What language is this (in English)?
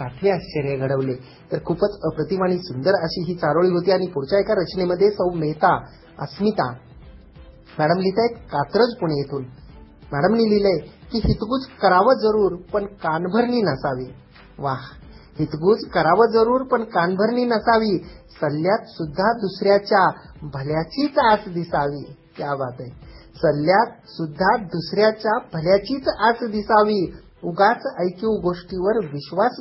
Marathi